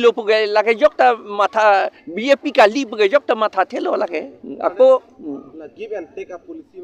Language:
Karbi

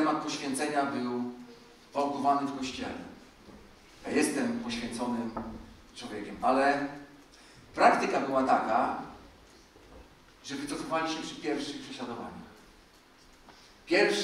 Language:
Polish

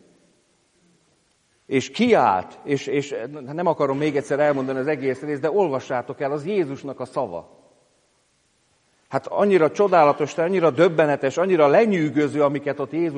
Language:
Hungarian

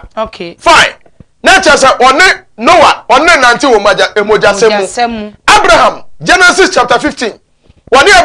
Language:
Akan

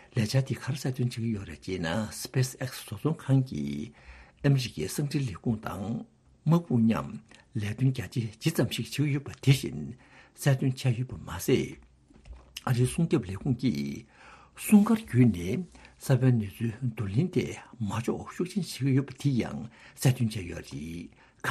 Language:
Tibetan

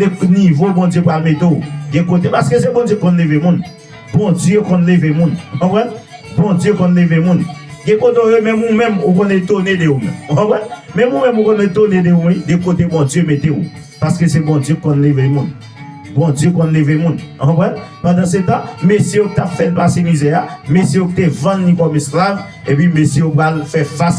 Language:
Haitian Creole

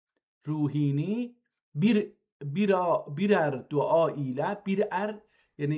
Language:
South Azerbaijani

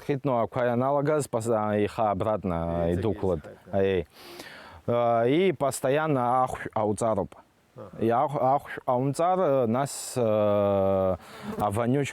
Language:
Abkhazian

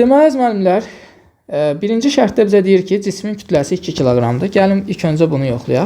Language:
Azerbaijani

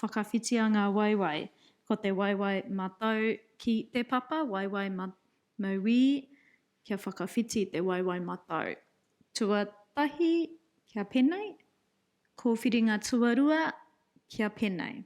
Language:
Māori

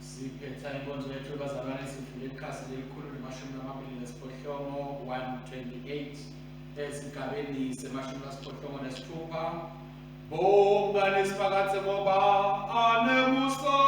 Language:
Swati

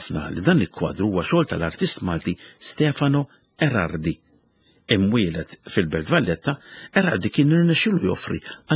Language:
Maltese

